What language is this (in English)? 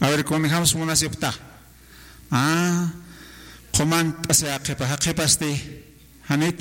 Aymara